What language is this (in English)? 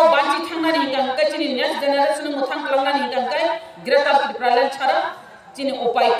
Kok Borok